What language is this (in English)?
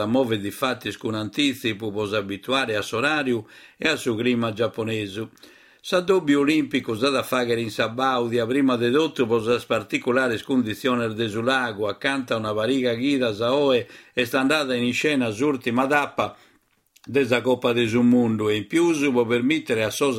Sardinian